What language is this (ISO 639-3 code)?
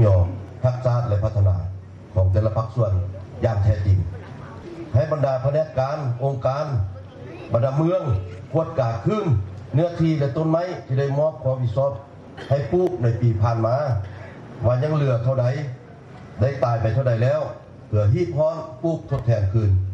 lao